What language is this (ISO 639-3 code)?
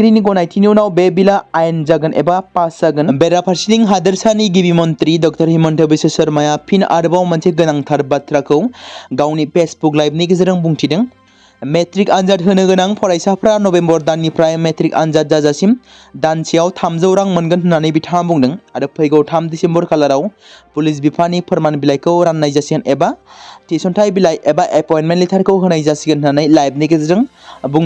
brx